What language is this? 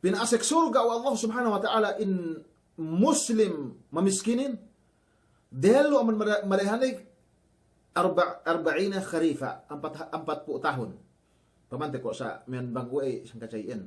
Yakan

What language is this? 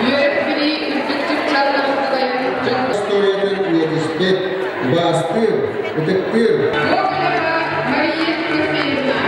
Yakut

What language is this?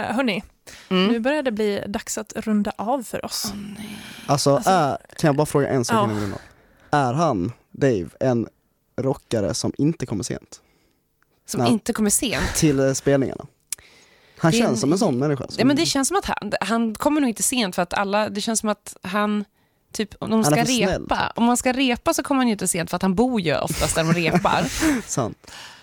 Swedish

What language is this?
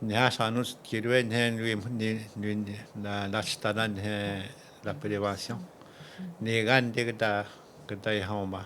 Atikamekw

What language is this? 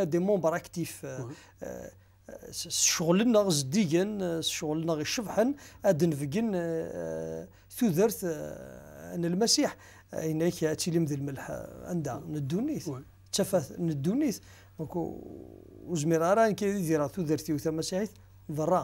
Kabyle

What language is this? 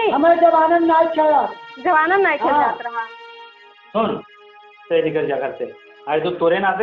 Awadhi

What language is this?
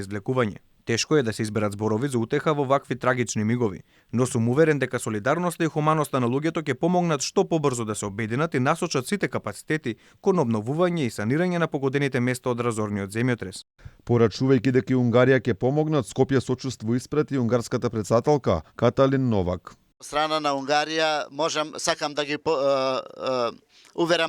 Macedonian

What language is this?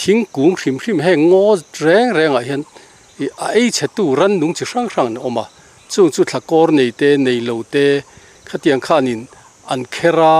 Mizo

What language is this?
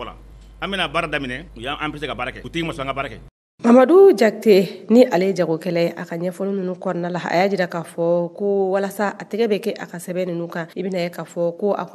Bambara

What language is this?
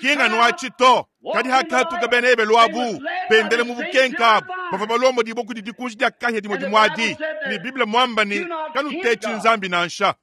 Luba-Lulua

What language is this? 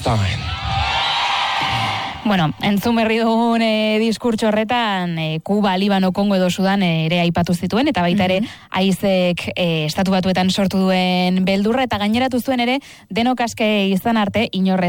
Basque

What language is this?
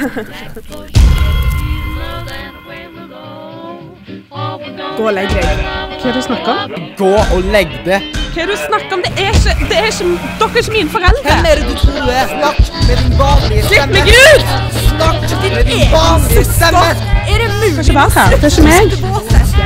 Norwegian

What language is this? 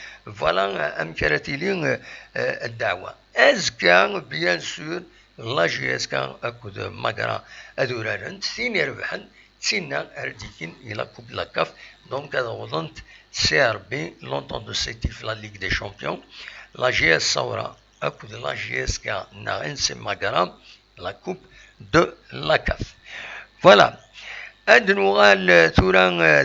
Kabyle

